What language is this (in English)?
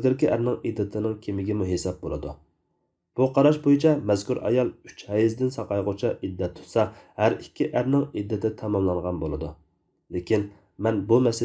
Uyghur